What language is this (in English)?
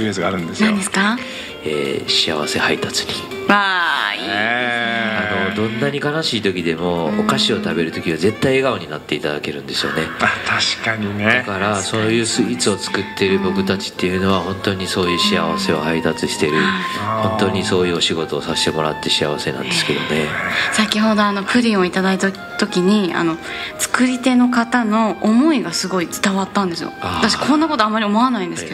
Japanese